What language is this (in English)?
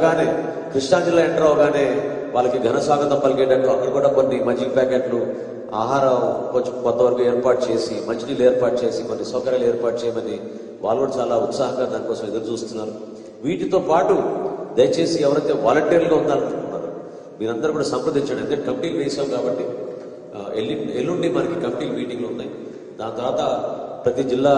Telugu